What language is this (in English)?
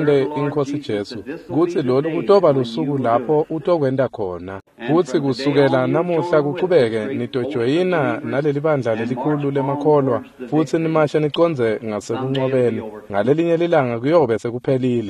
Swati